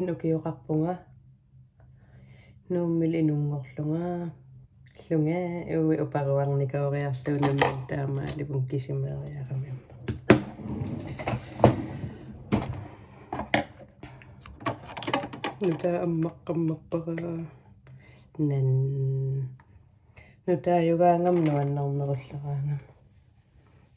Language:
Kalaallisut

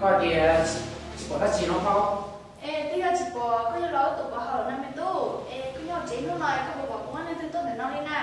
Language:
Hmong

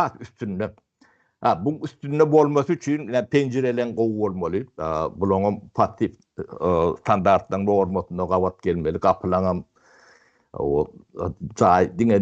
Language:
Turkmen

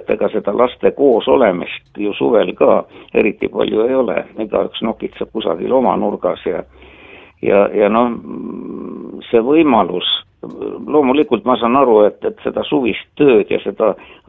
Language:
Estonian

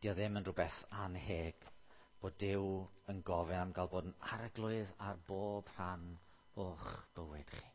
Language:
Welsh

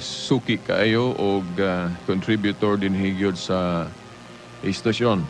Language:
Cebuano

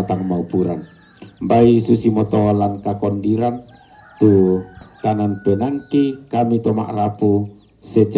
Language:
Toraja-Sa'dan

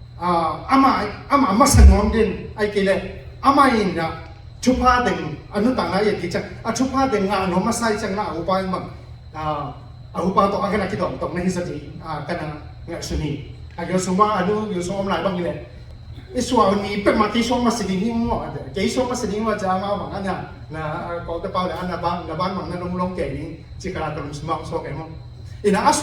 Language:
Tedim Chin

